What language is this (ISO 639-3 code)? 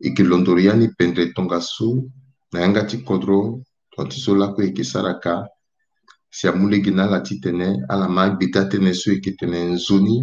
sag